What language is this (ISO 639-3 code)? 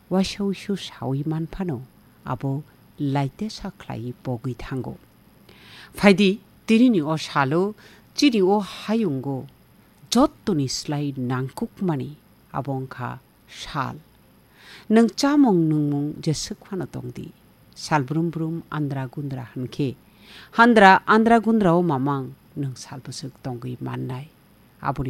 trp